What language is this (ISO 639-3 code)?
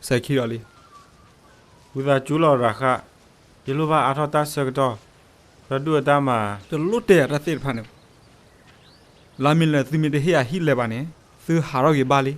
ksw